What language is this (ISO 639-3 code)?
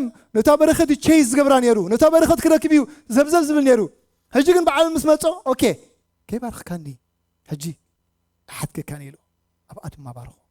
tir